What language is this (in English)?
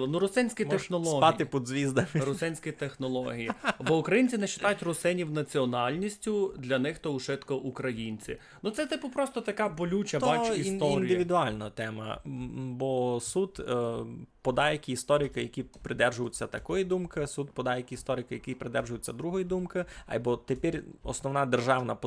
Rusyn